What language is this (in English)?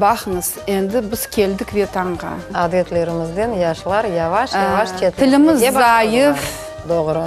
Crimean Tatar